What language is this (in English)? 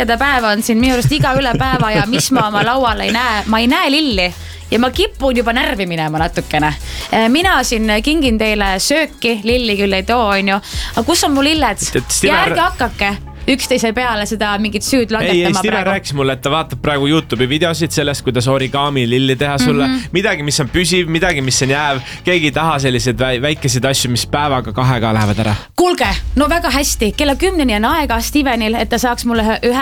Estonian